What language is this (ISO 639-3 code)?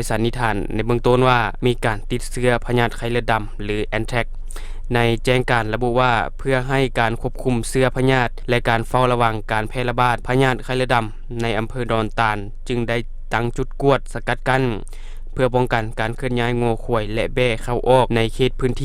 lao